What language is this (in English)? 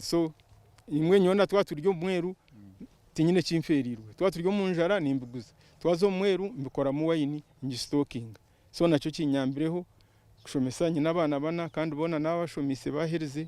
Nyankole